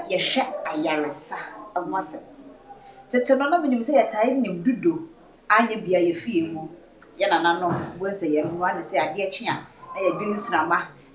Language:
Akan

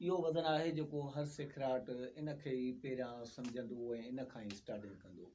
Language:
Sindhi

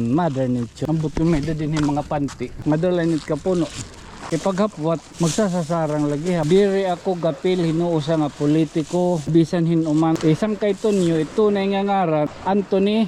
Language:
Waray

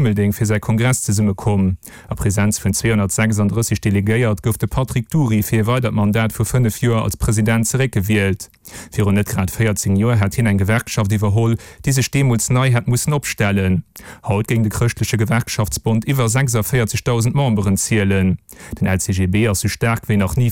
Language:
Luxembourgish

